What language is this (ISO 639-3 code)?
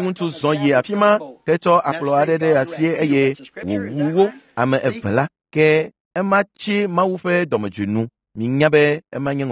ewe